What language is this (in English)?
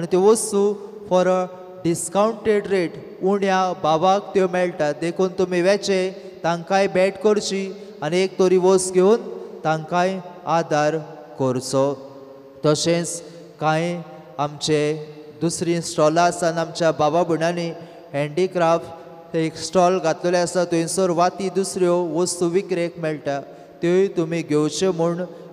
Konkani